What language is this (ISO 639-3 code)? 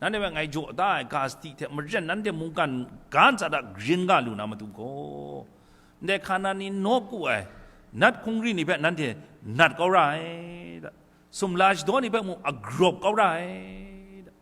kac